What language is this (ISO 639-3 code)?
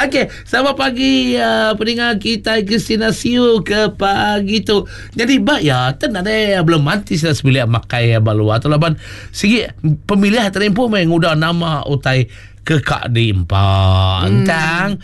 iba